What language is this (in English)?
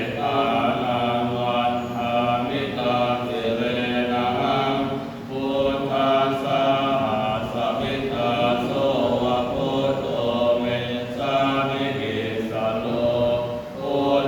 Pali